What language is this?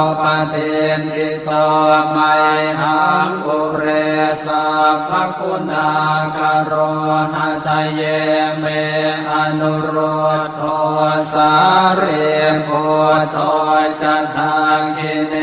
Pali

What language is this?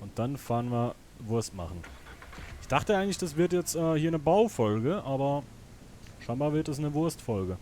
Swiss German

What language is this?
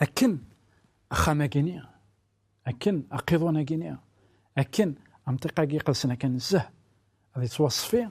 Kabyle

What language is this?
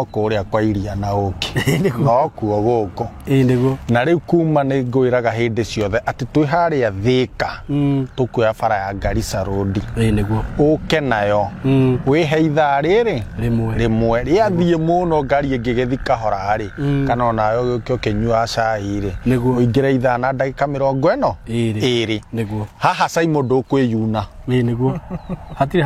Kikuyu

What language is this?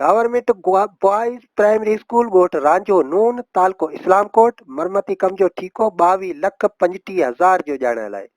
Sindhi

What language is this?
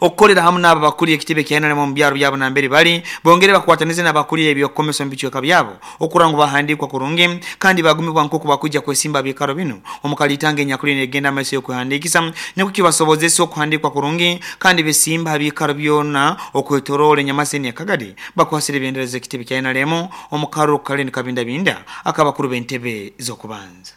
Nyoro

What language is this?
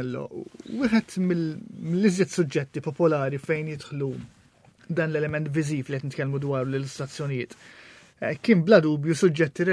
Maltese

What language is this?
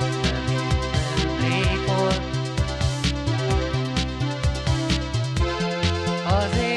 Hungarian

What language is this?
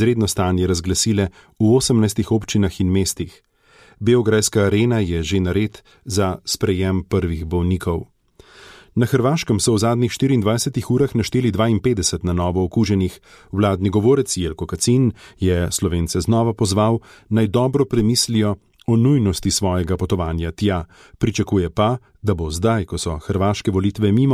Slovenian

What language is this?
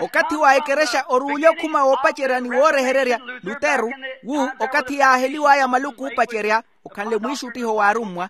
Makhuwa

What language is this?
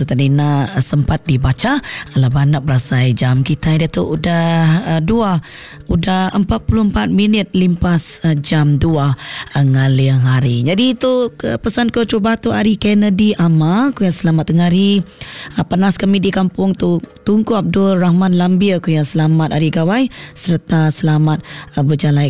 Iban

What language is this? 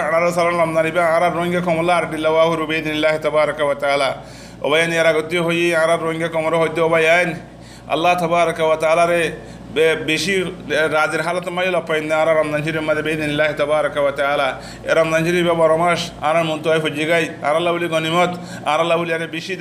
Rohingya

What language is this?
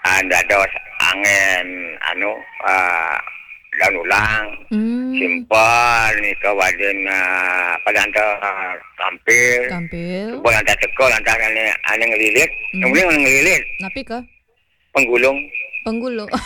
Balinese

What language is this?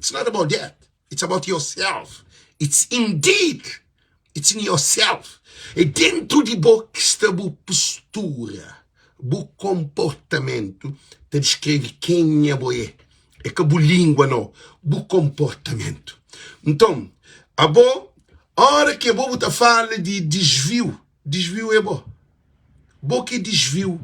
Kabuverdianu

